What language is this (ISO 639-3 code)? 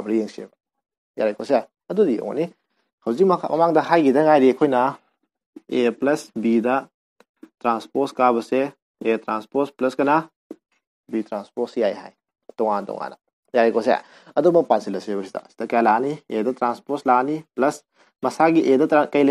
mni